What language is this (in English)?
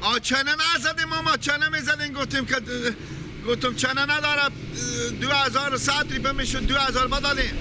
Persian